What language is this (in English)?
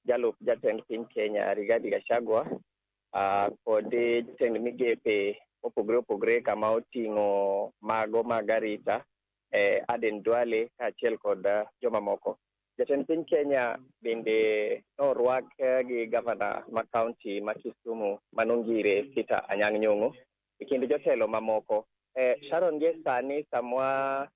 Luo (Kenya and Tanzania)